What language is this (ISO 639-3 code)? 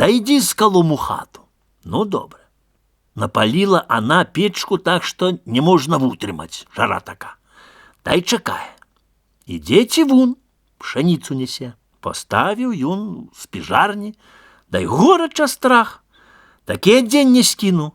bel